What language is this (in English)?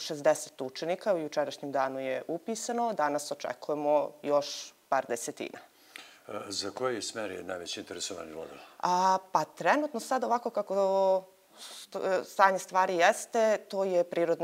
Serbian